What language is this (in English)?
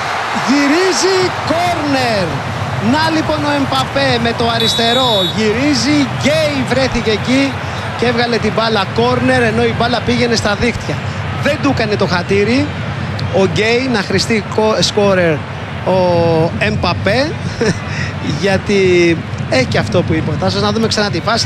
Greek